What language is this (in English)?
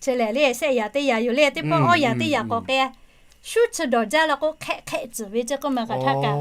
Lahu